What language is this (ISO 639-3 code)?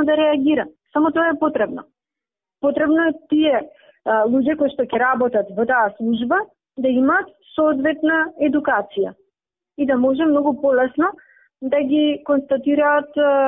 mkd